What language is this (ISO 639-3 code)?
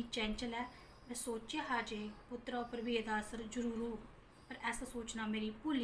doi